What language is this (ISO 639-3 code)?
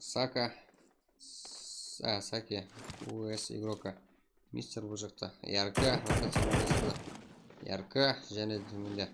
kaa